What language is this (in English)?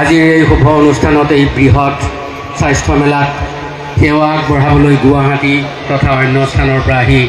Assamese